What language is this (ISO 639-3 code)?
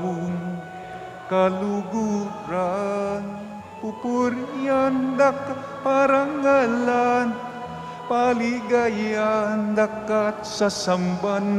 pam